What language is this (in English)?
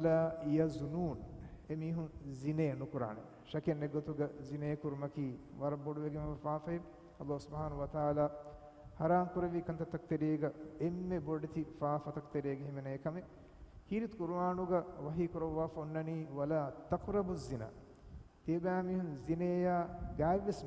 Divehi